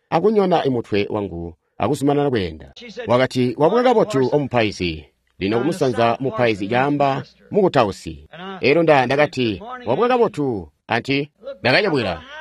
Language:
Tonga (Zambia)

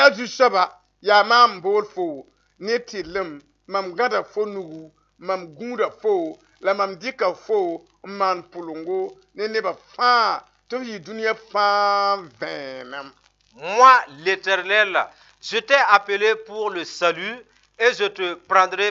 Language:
Mossi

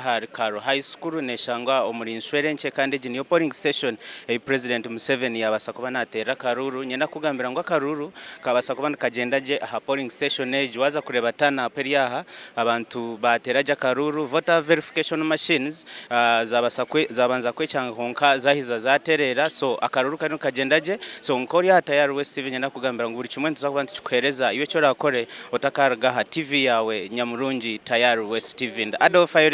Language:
Nyankole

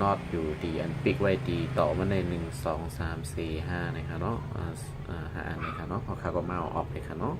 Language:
Shan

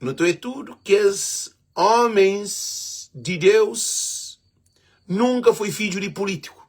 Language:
Kabuverdianu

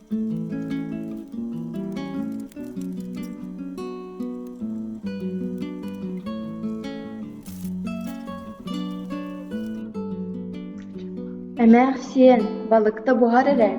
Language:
Yakut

